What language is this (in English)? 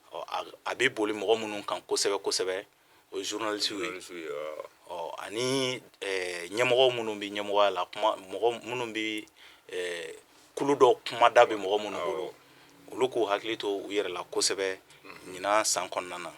Bambara